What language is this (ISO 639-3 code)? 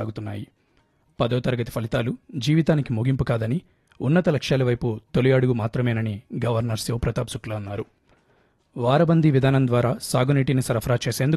tel